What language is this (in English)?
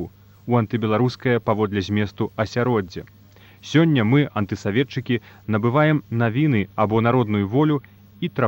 Belarusian